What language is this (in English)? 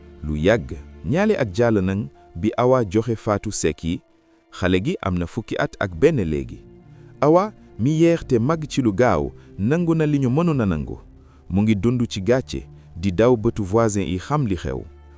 Wolof